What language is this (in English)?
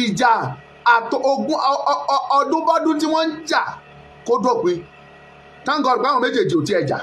Yoruba